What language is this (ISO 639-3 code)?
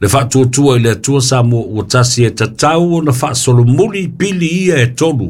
smo